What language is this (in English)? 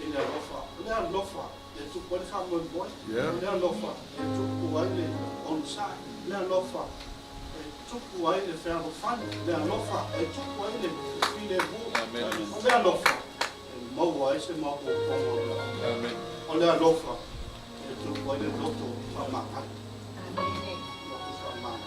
Samoan